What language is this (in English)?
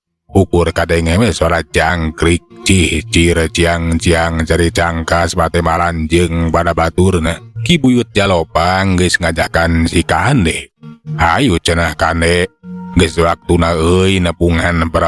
Sundanese